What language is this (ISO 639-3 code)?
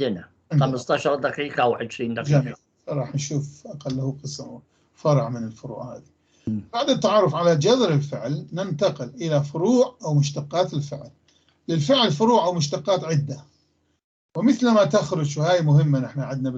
apc